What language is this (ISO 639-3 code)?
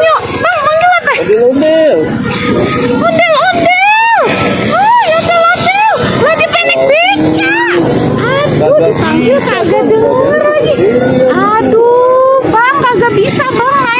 bew